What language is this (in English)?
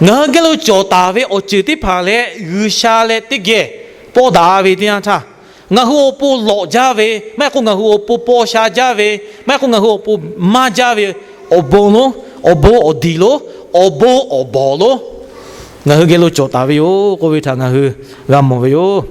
Lahu